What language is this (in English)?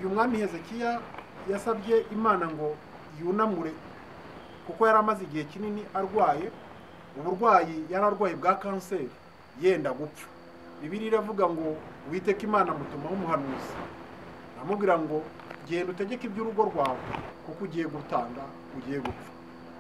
Kinyarwanda